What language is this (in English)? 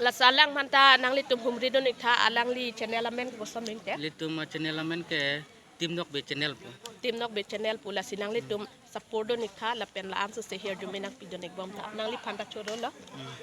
Karbi